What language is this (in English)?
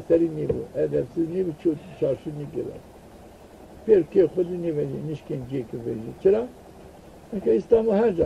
Zaza